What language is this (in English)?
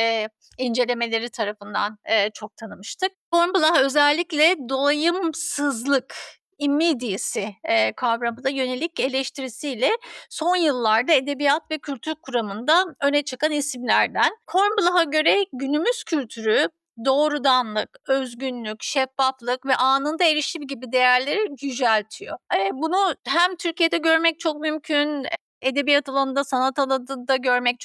Turkish